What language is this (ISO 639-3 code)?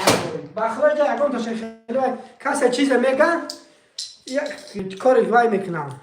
tgk